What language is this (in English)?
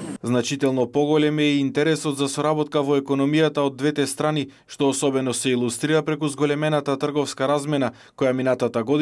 Macedonian